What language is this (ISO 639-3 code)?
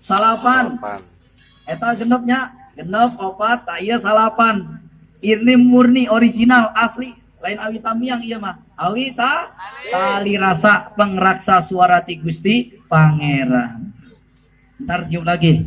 sun